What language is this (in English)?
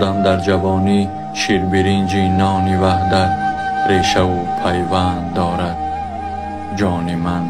Tajik